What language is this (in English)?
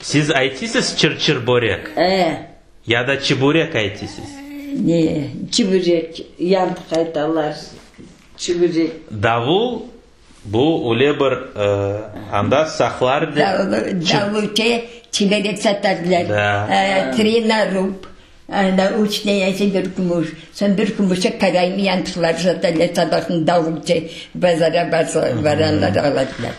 Crimean Tatar